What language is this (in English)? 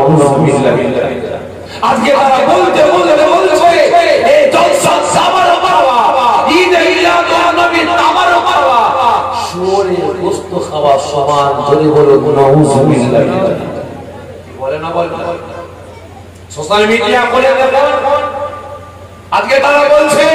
Bangla